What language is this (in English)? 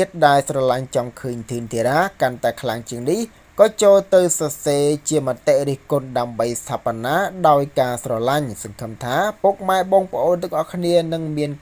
Khmer